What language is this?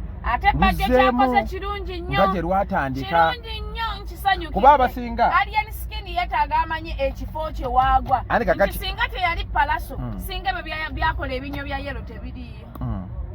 Ganda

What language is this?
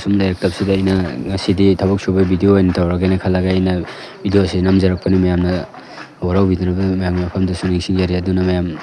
Manipuri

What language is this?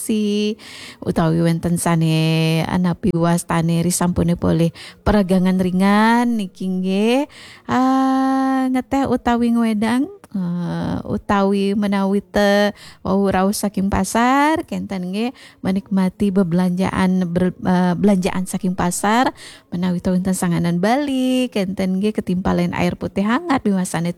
Balinese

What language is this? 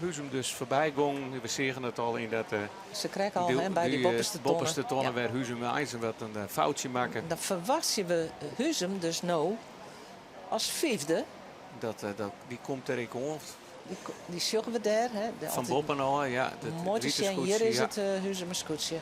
Western Frisian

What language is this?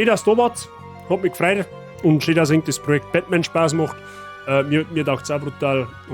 Bavarian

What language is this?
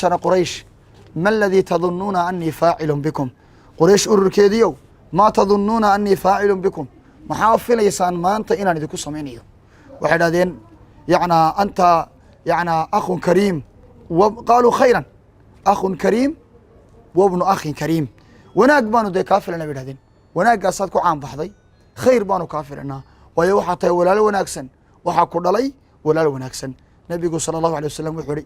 Somali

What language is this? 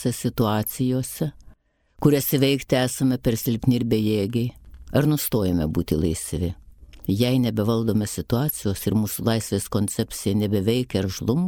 Lithuanian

